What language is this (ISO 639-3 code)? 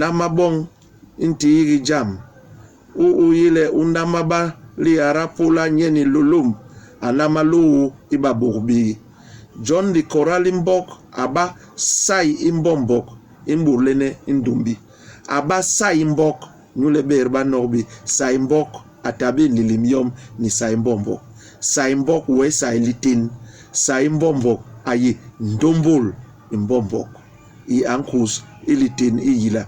bas